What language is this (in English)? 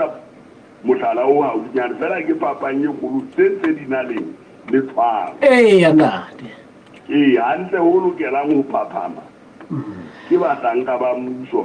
Southern Sotho